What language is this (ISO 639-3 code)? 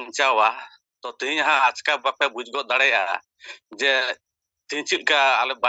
sat